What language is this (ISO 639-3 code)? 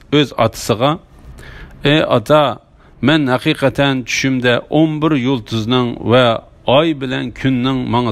uig